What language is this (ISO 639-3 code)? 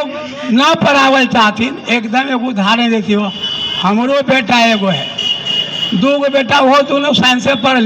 mag